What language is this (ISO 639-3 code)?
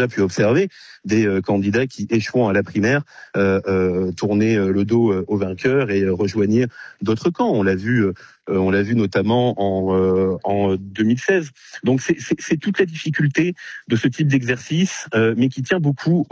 fra